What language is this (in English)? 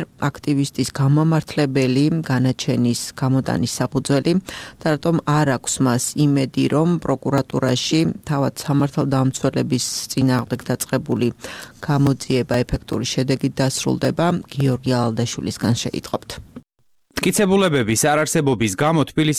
Georgian